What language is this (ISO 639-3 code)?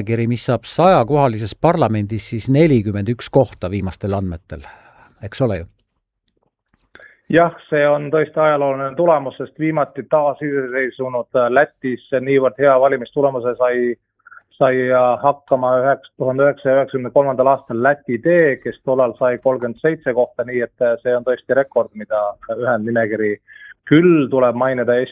est